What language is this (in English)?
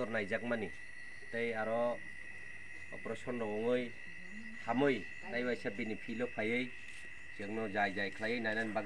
Kok Borok